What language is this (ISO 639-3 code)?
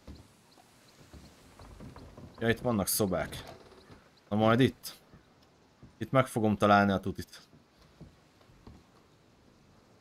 hun